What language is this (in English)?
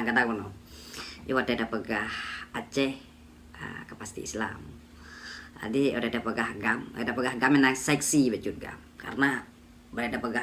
Achinese